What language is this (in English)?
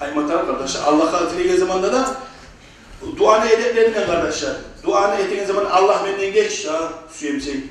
Kumyk